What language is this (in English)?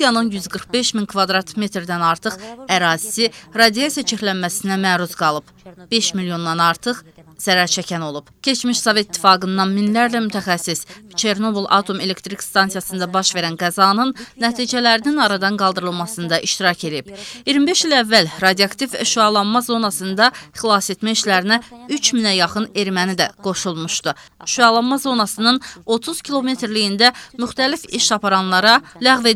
Azerbaijani